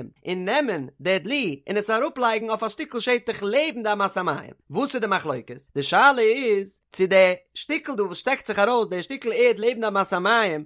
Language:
Yiddish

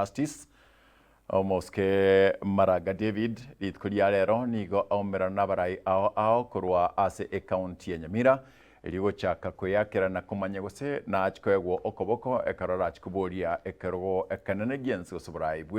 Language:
Gusii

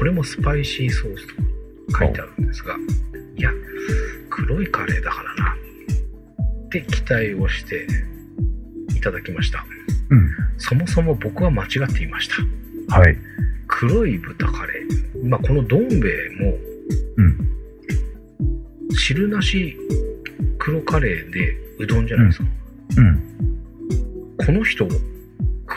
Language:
Japanese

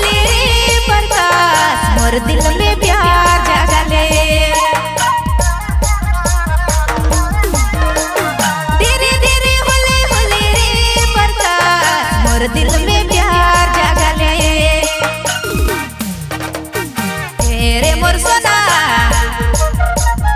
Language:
Sadri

